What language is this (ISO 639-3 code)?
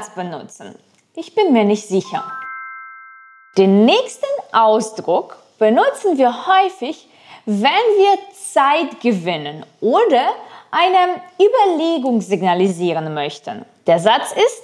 deu